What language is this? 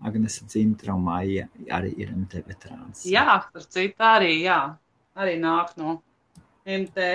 Latvian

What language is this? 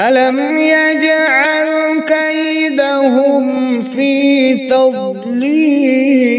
Kashmiri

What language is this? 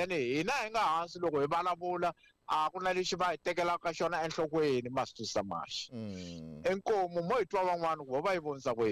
Tsonga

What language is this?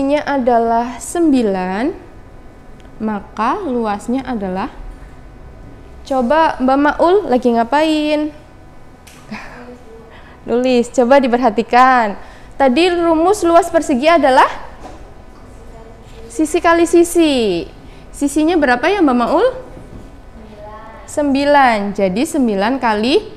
Indonesian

